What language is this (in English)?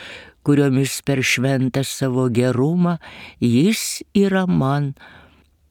Lithuanian